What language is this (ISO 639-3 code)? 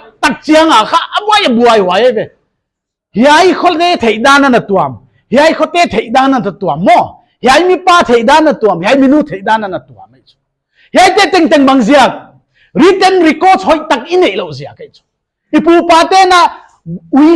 pck